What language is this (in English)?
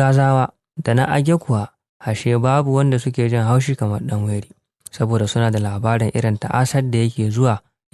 Hausa